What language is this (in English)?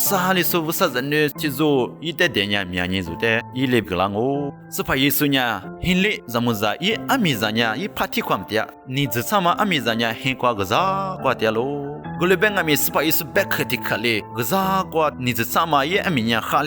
Lisu